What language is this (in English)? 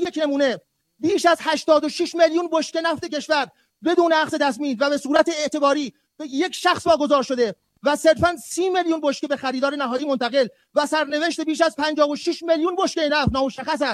Persian